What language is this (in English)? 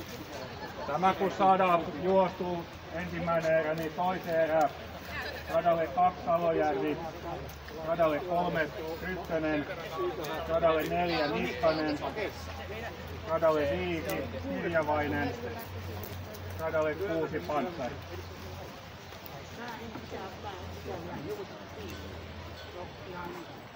Finnish